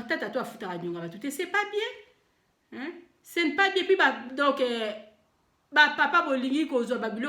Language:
Lingala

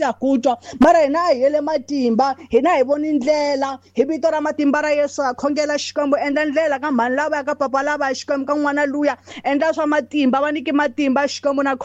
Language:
Tsonga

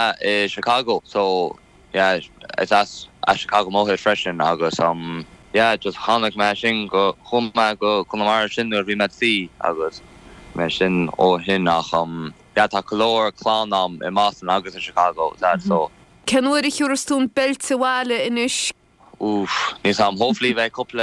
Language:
Irish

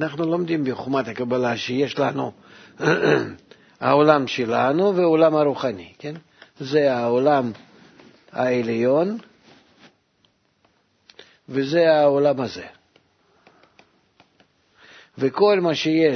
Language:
Hebrew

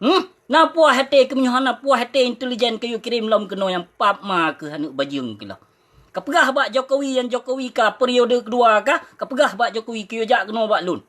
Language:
Achinese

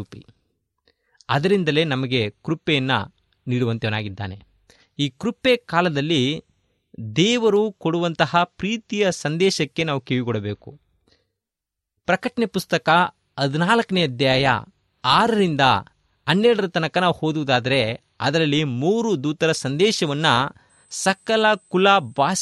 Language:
Kannada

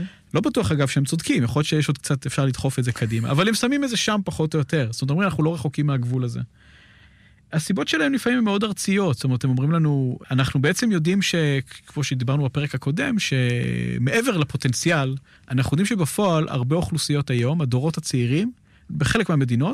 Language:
Hebrew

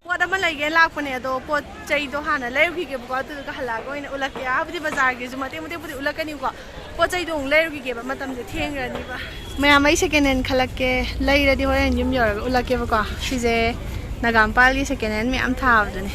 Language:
Manipuri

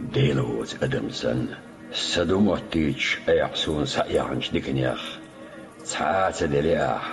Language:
Chechen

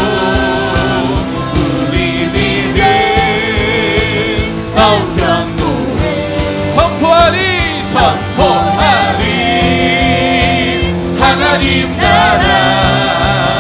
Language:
Korean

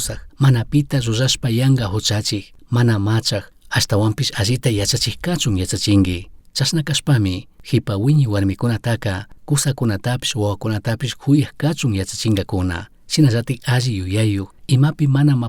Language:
Chimborazo Highland Quichua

